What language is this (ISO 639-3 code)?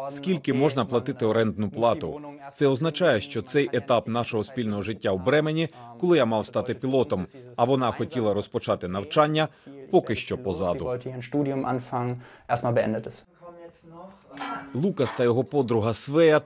ukr